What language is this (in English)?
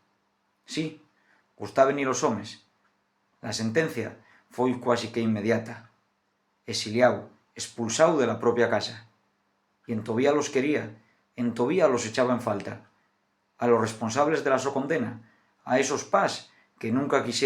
Asturian